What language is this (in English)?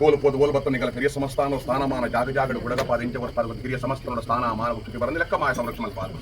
Tulu